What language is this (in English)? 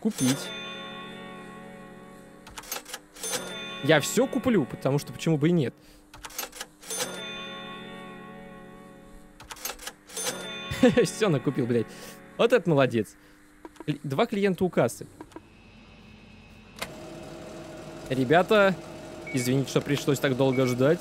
Russian